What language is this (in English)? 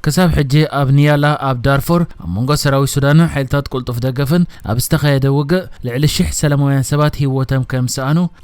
Tigrinya